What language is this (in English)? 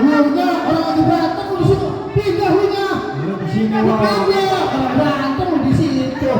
Betawi